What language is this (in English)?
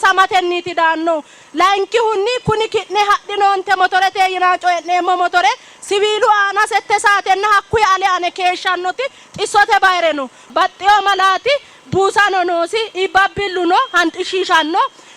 Sidamo